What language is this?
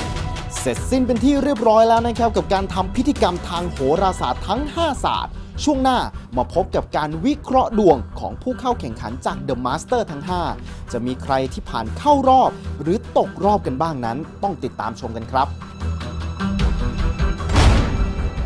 Thai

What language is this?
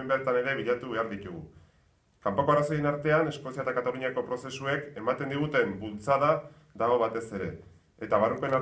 Basque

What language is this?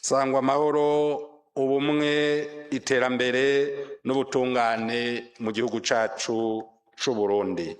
Rundi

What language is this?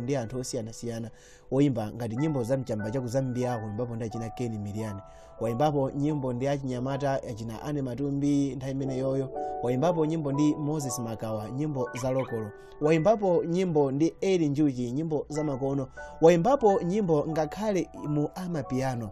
Nyanja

